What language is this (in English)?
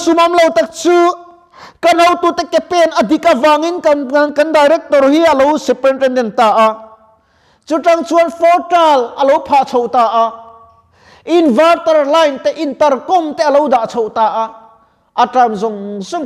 Mizo